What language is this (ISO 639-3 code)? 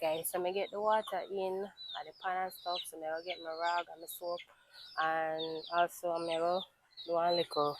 jam